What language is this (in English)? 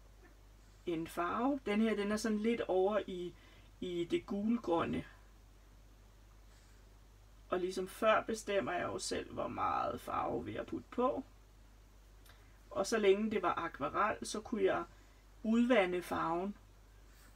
Danish